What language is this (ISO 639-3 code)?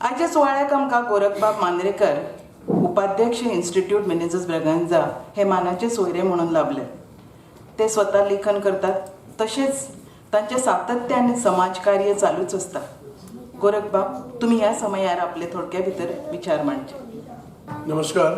kok